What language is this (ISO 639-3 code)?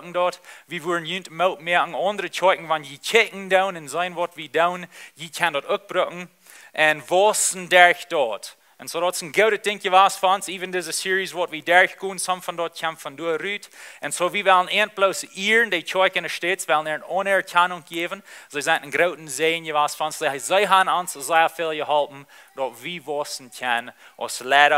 pdt